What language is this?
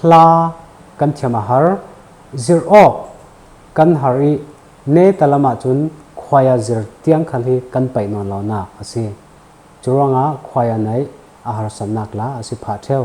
Falam Chin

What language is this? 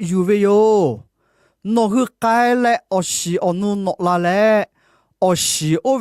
Lahu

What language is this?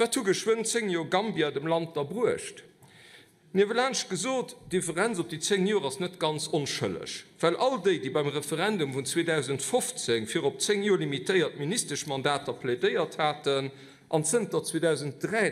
Luxembourgish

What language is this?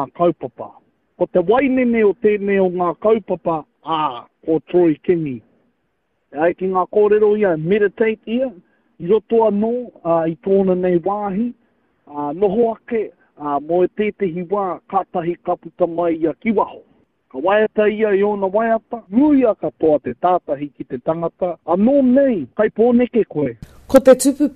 Māori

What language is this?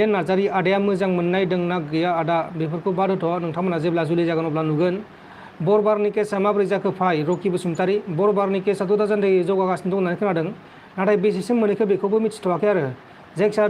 Bodo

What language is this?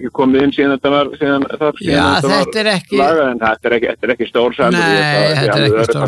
Icelandic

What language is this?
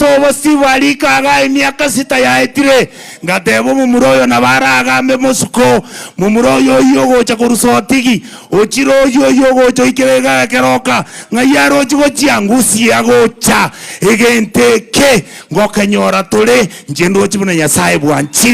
Gusii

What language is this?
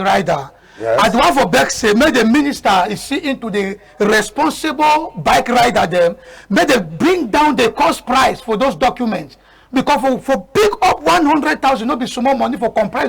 Cameroon Pidgin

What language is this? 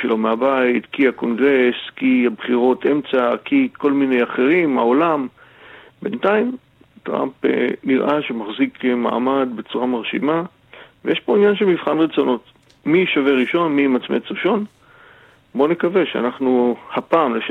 Hebrew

